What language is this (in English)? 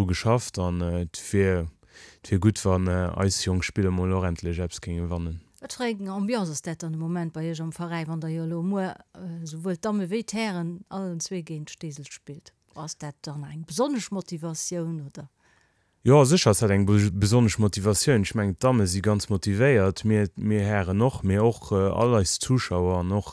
Luxembourgish